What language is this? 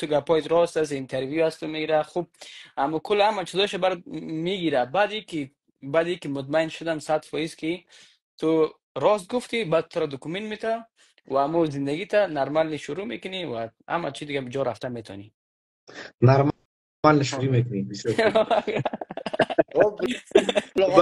Persian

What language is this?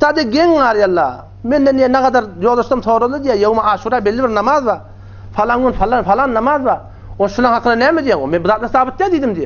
Turkmen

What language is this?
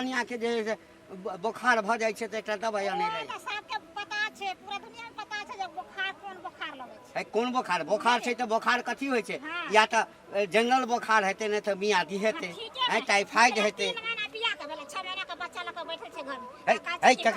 Maithili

